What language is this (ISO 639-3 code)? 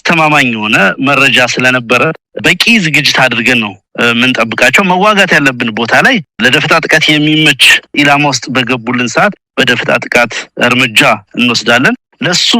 amh